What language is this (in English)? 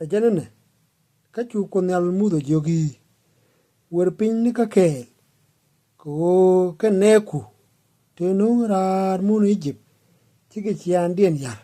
Nuer